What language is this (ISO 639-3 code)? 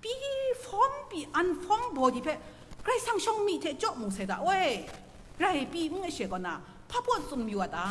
kac